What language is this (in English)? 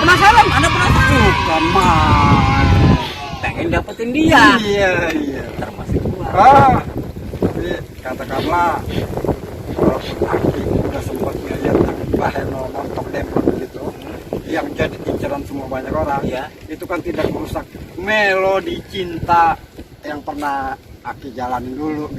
Betawi